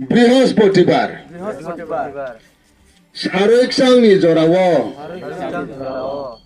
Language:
Riang (India)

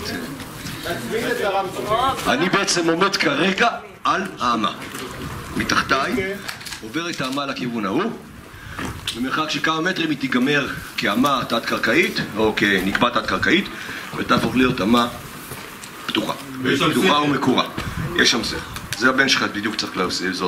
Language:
Hebrew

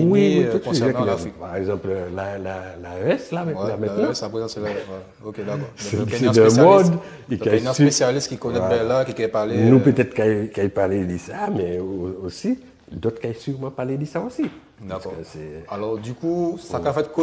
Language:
Guadeloupean Creole French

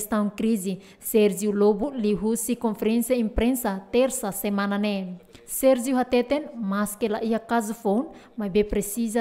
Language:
Tetum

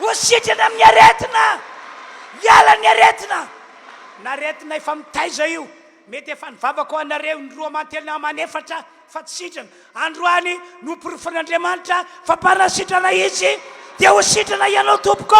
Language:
Malagasy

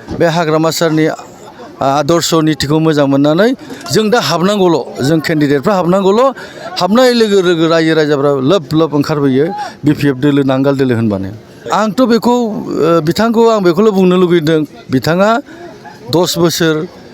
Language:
Bodo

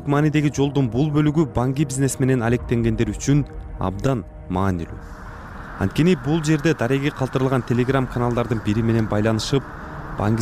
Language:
Kyrgyz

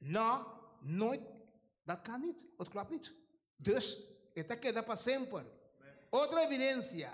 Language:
Papiamento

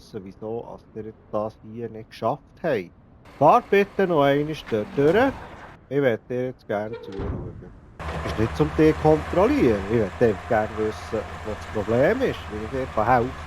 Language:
Swiss German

